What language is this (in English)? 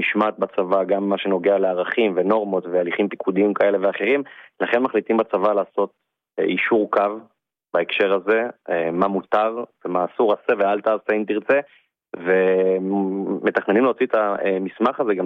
Hebrew